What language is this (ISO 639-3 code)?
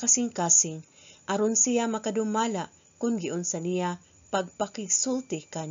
ceb